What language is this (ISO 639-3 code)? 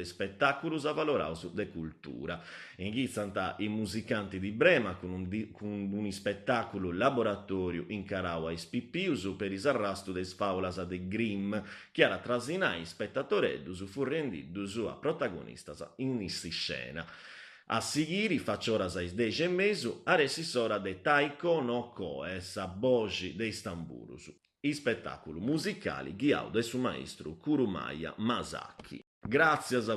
srd